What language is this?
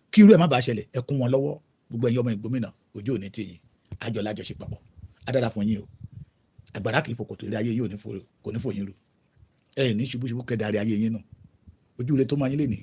Yoruba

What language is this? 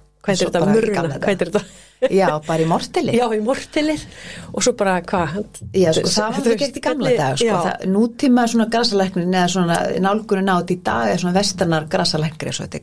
Icelandic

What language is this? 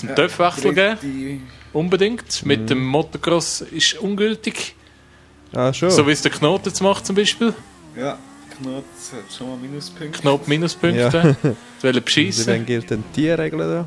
Swiss German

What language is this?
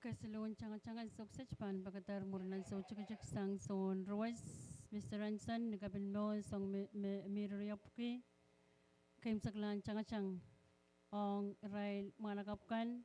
Pohnpeian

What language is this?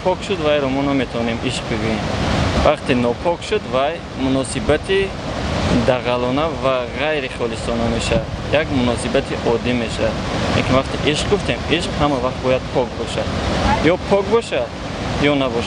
Tajik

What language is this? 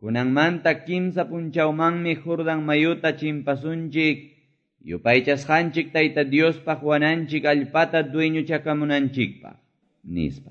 Quechua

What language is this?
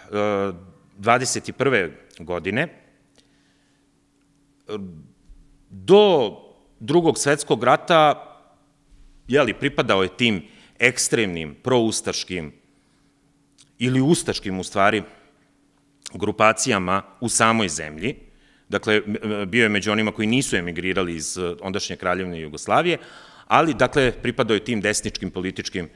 Serbian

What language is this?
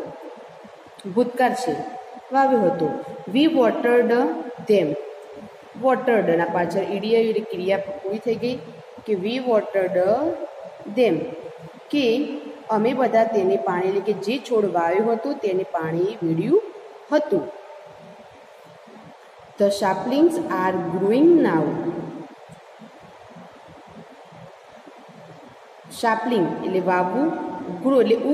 Gujarati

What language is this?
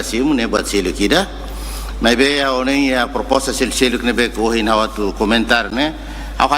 Tetum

